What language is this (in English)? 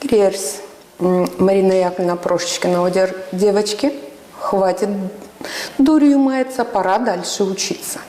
Gagauz